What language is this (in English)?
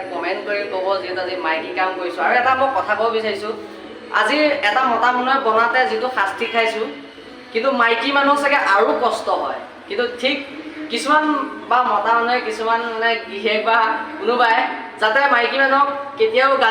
Assamese